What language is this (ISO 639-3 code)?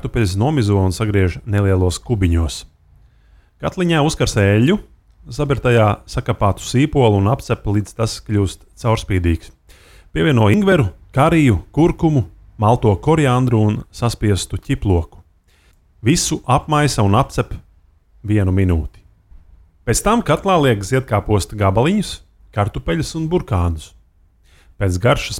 lav